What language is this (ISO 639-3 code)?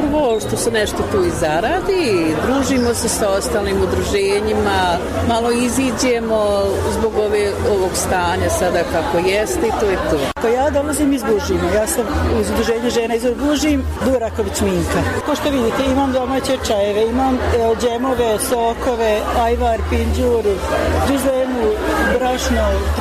bos